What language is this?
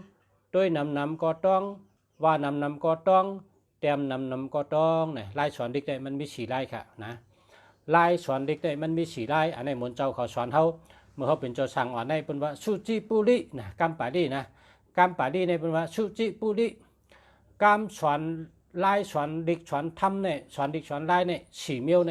Shan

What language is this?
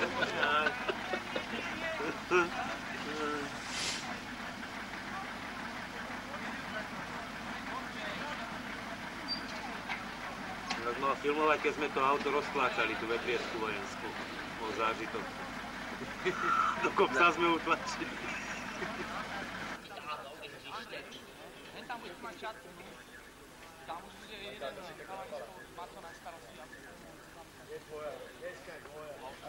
Slovak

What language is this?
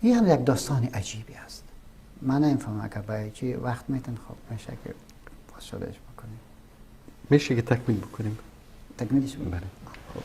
Persian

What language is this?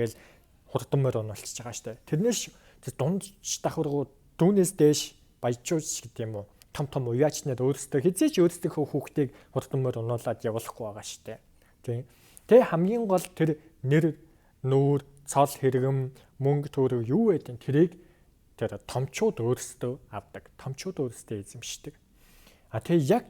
Mongolian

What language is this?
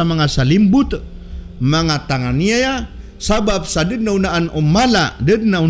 Maranao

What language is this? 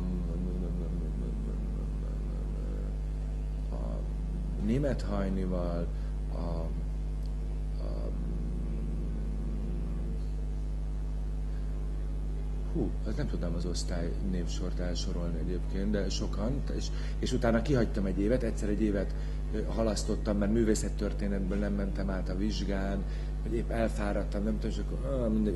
Hungarian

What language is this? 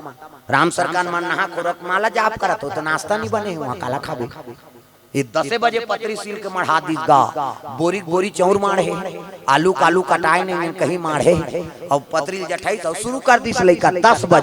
Chhattisgarhi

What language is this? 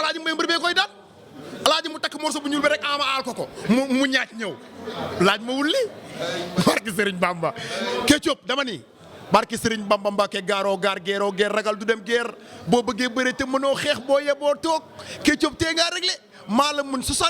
Wolof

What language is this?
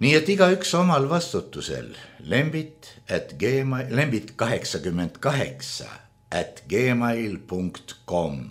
Estonian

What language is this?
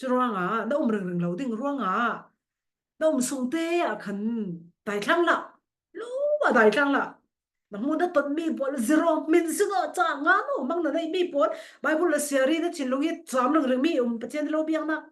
Falam Chin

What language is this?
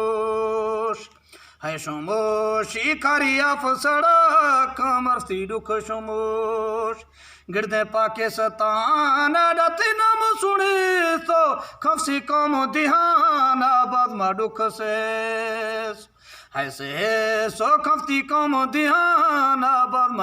Eastern Balochi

